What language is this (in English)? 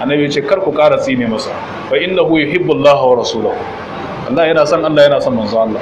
Hausa